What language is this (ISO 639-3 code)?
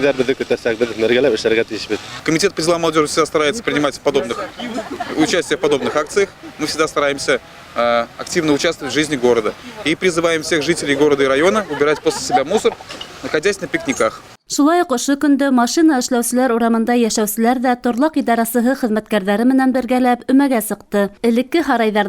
bak